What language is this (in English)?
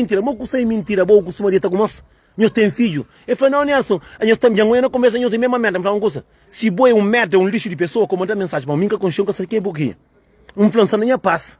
Kabuverdianu